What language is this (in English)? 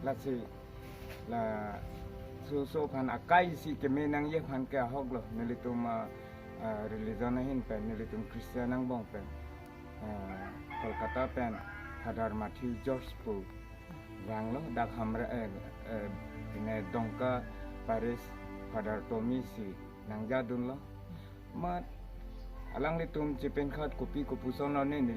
Karbi